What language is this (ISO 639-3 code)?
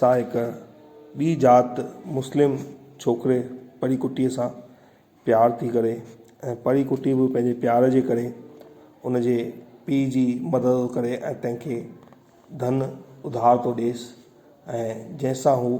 snd